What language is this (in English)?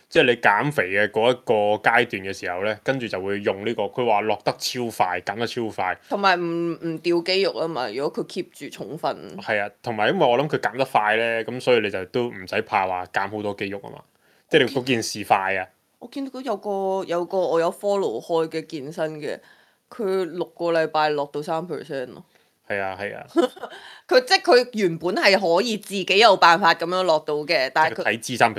Cantonese